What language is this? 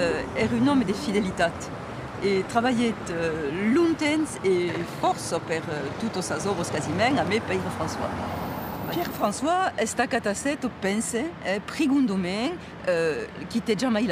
Occitan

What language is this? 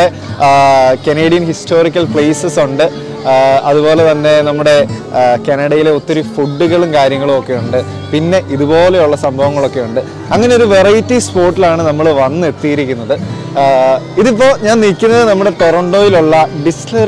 Malayalam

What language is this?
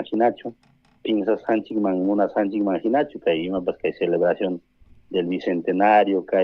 Ayacucho Quechua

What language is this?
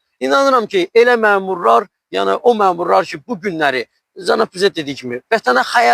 Azerbaijani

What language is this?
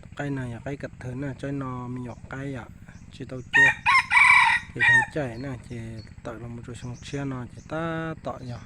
Hmong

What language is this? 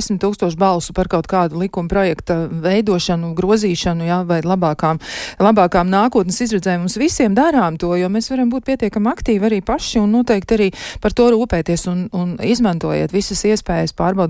Latvian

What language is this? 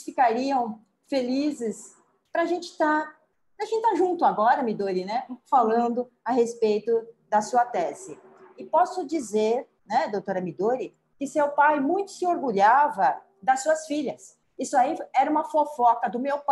Portuguese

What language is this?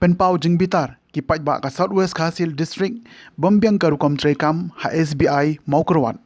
Khasi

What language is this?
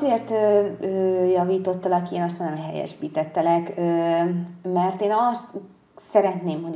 Hungarian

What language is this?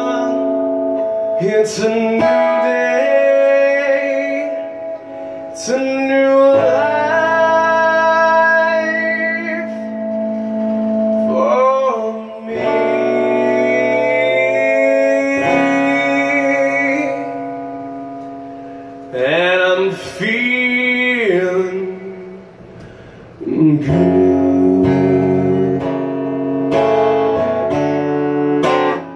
English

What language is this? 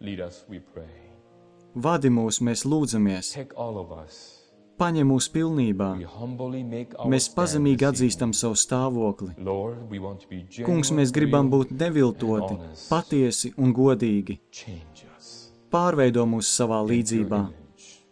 Latvian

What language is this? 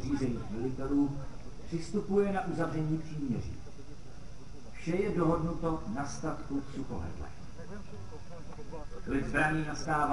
Czech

